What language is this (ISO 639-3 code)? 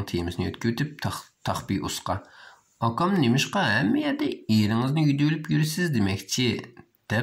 uig